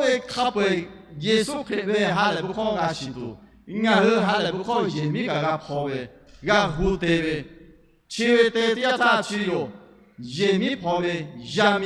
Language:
Lahu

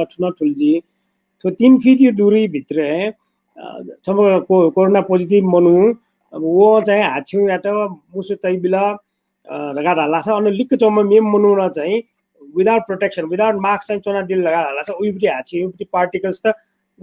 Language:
Newari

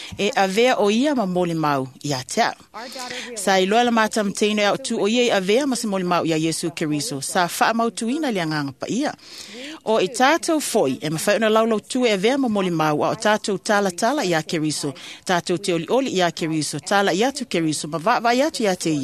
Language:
Samoan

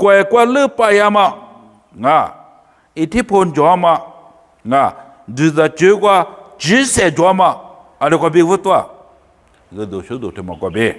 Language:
Lisu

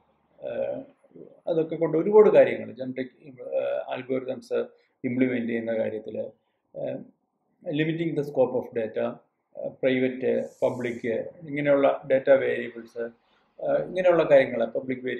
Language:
Malayalam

